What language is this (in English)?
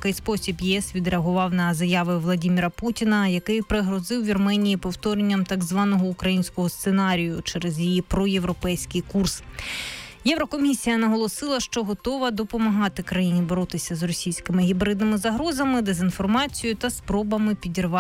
Ukrainian